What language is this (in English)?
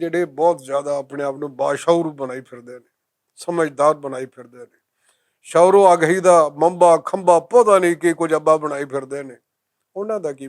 Western Panjabi